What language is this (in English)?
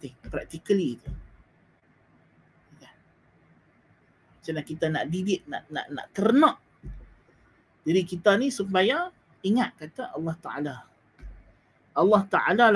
Malay